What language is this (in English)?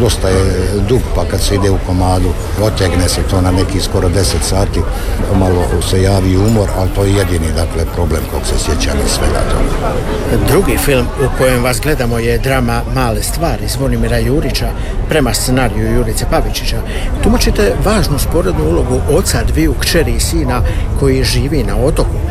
Croatian